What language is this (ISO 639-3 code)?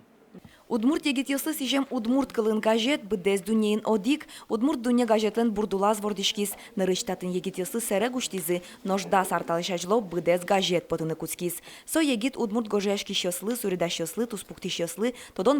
udm